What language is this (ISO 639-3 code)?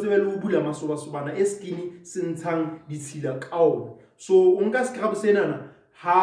sot